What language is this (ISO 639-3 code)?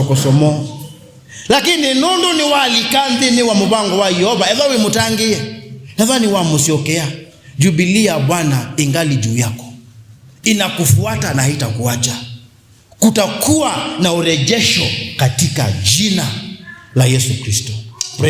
kam